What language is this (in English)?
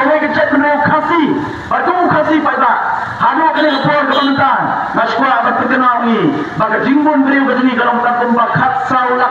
Khasi